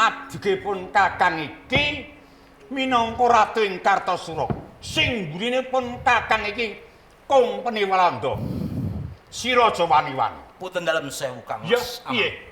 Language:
Javanese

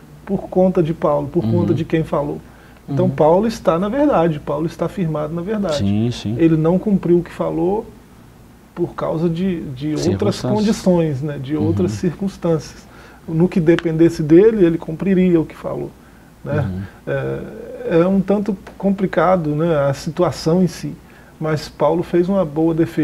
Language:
Portuguese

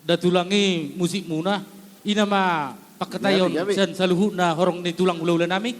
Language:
Batak Toba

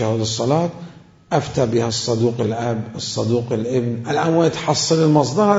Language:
Mesopotamian Arabic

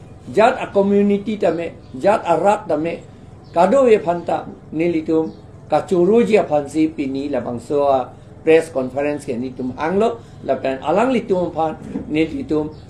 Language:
Karbi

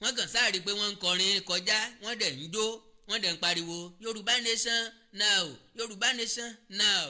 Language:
Yoruba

